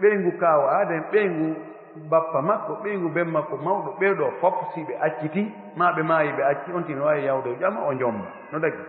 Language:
Pular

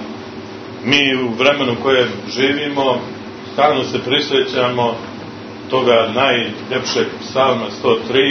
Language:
Serbian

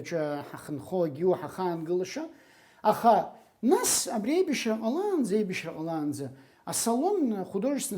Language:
Abkhazian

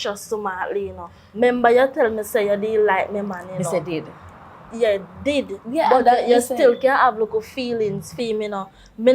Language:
Jamaican Creole English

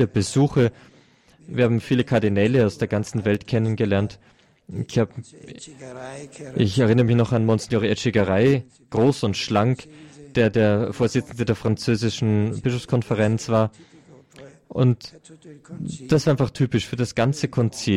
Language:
German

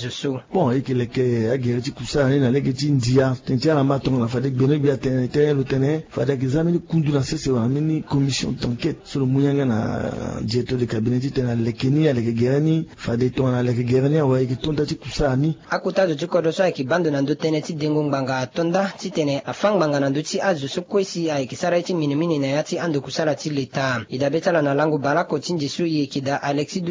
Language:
Sango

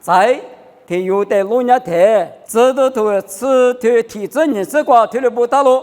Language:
Lisu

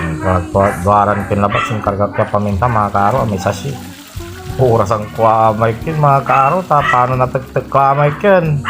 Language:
Pangasinan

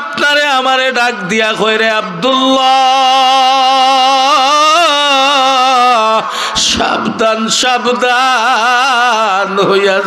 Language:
Sylheti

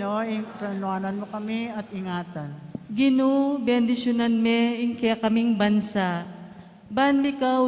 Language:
Pampanga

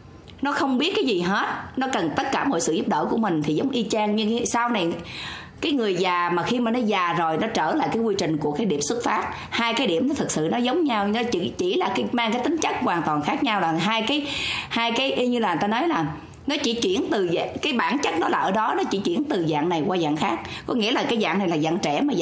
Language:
Vietnamese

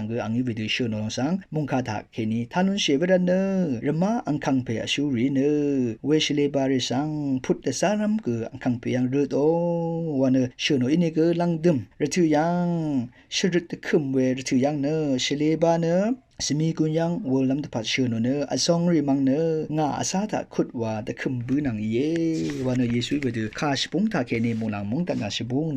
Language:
Rawang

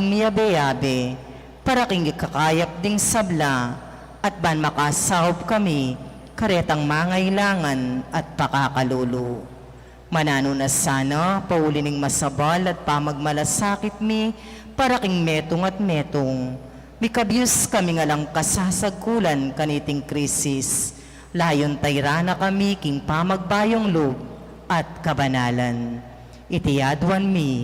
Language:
Pampanga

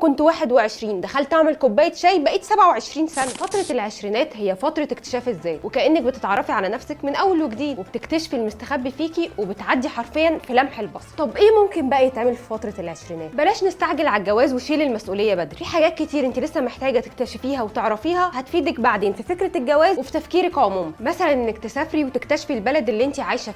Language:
Egyptian Arabic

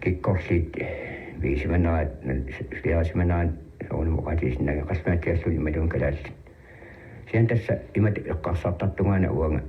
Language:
Kalaallisut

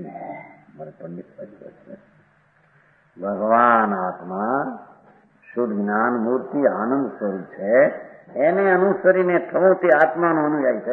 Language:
Gujarati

